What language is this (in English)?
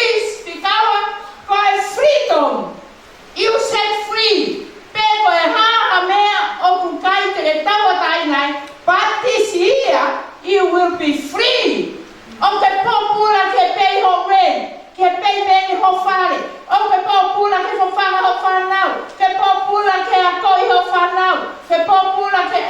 Tongan